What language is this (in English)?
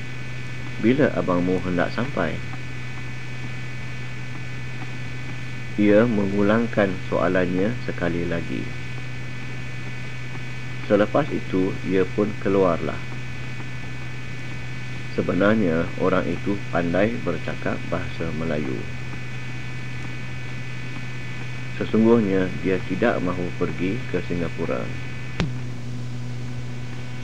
Malay